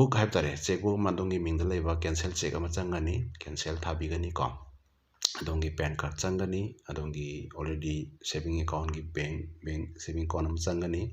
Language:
Manipuri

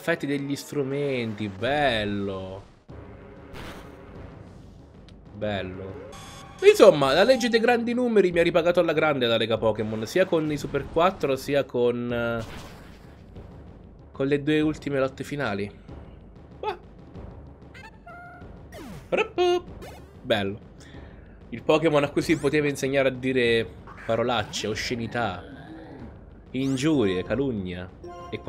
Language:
Italian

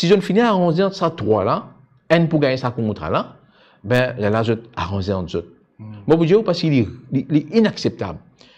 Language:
Morisyen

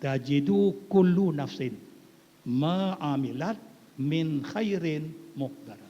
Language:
Achinese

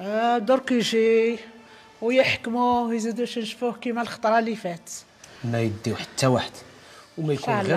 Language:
Algerian Arabic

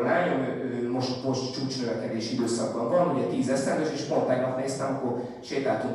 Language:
Hungarian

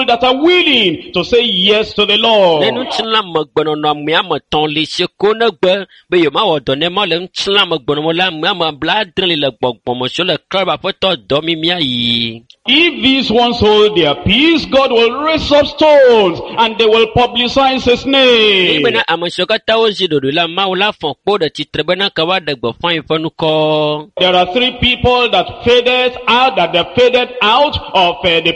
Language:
Ewe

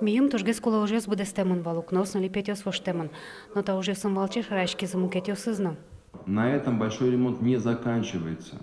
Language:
Udmurt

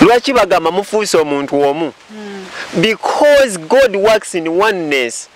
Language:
Ganda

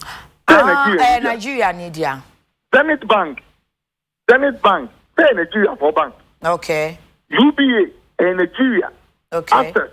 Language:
Akan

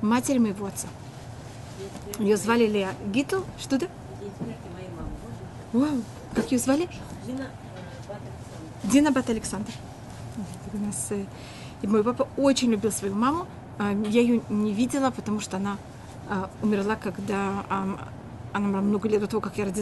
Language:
Russian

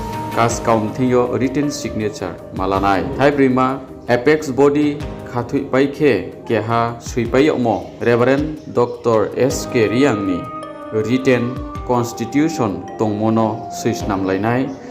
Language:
Riang (India)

